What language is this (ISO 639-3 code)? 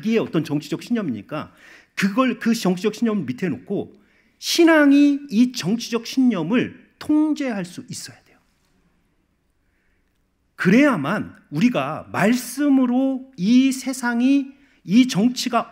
kor